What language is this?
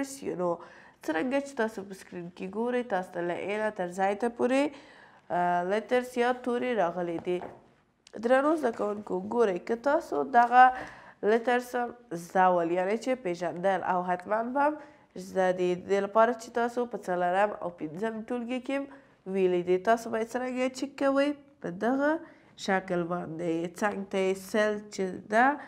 Pashto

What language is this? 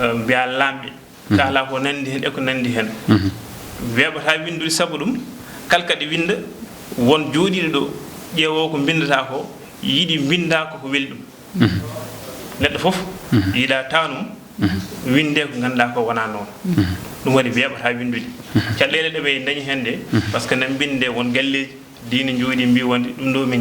Fula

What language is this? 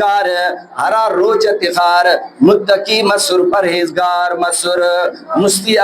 Brahui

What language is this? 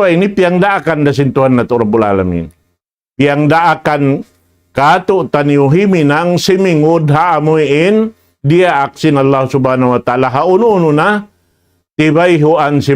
Tausug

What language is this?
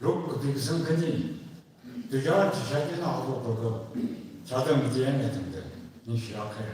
Tangkhul Naga (India)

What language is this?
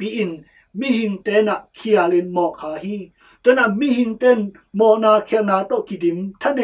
Tedim Chin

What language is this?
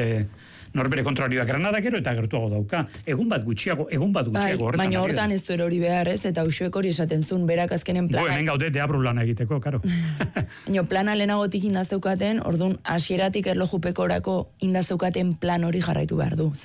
Basque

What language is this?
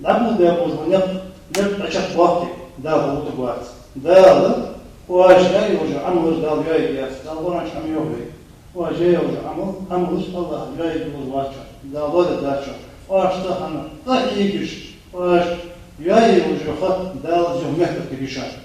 Ingush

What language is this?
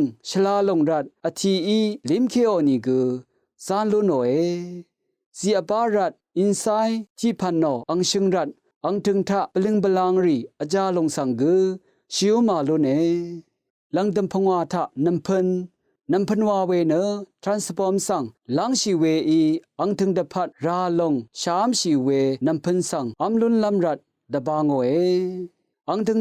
Rawang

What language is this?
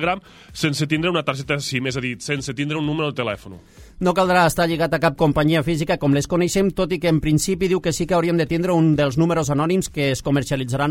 Catalan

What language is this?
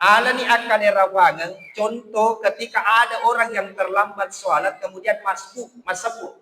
Buginese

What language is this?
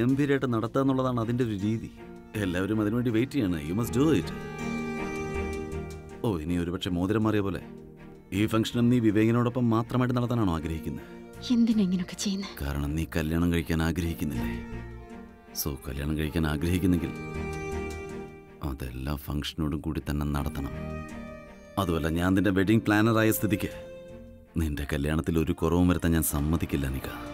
Malayalam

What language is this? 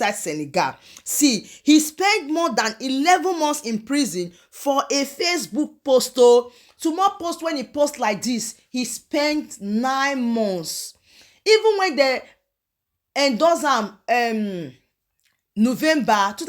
Nigerian Pidgin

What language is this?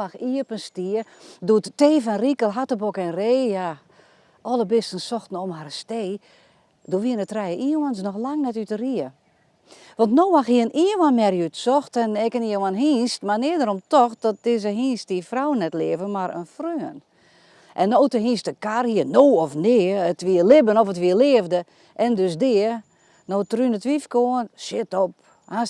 Western Frisian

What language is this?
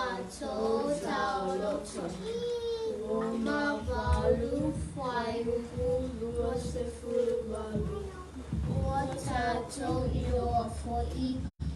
Samoan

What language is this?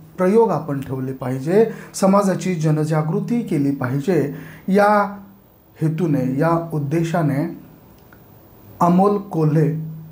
Marathi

